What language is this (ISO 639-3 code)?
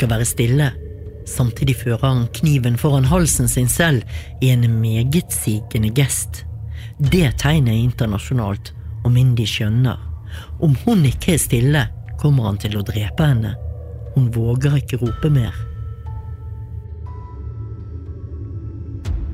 nor